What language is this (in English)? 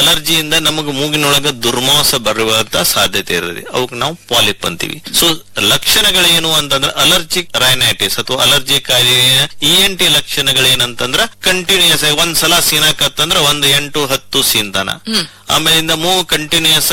Kannada